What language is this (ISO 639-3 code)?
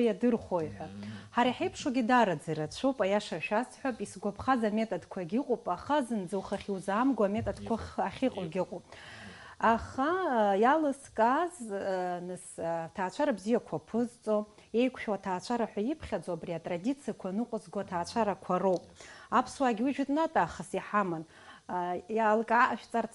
abk